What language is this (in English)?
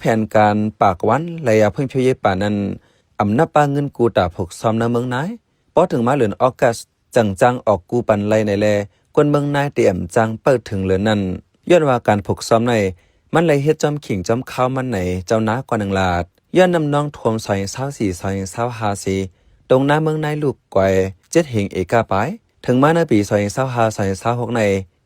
Shan